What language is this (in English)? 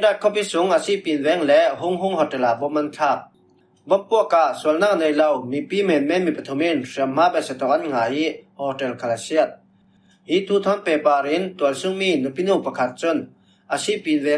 Falam Chin